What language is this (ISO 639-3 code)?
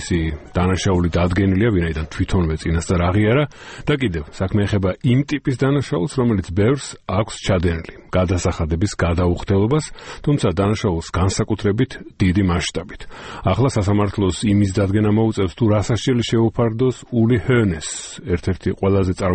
kat